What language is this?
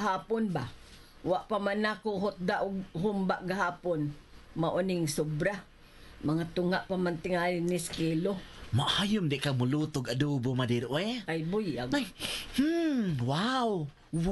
Cebuano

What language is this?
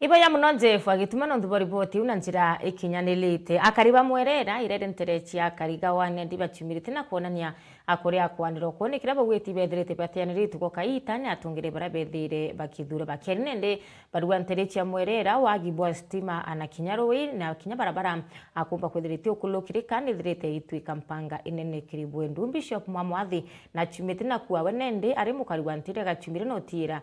Meru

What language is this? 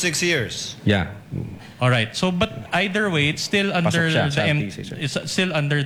Filipino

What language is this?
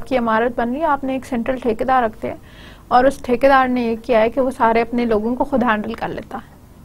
Hindi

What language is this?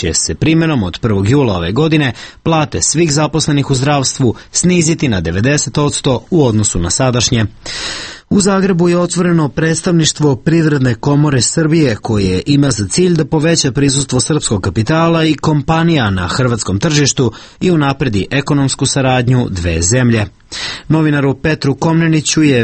Serbian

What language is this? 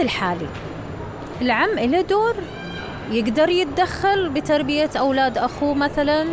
Mesopotamian Arabic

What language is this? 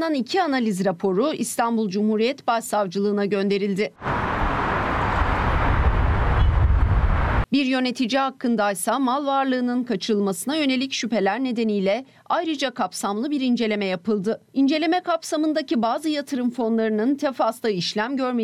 Turkish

